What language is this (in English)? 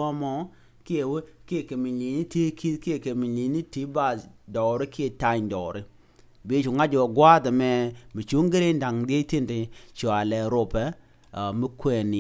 Nuer